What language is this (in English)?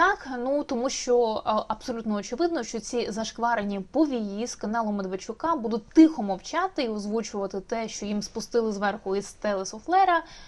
Ukrainian